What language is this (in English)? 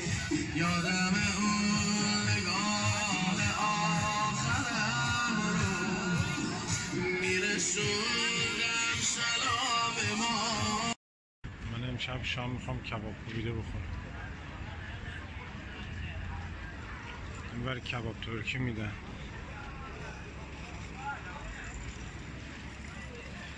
Persian